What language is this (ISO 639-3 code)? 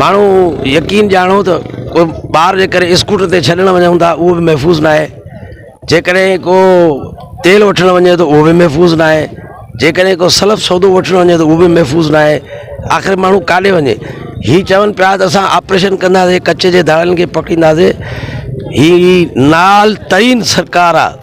snd